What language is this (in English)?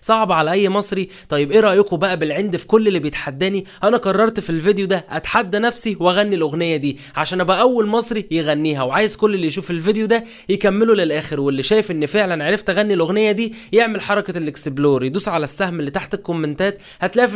Egyptian Arabic